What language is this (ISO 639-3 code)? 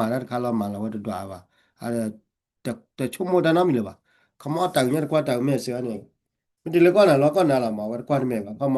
ksw